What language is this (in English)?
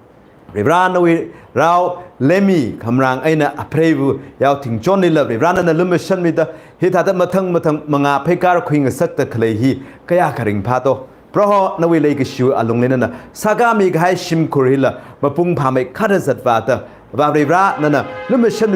Tangkhul Naga (India)